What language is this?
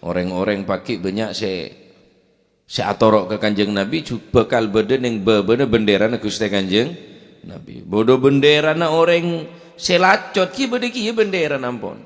Madurese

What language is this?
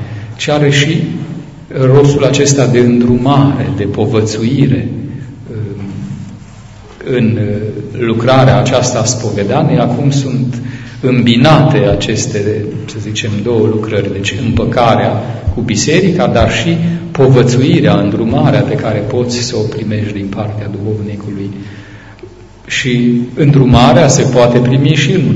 Romanian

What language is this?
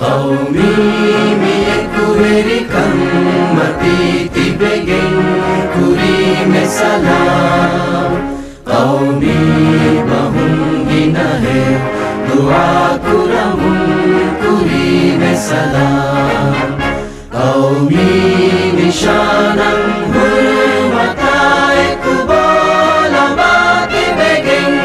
Divehi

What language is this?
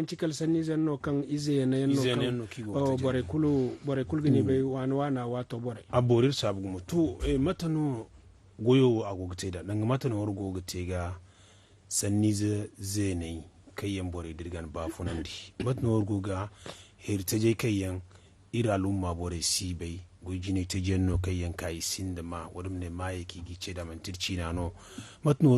Zarma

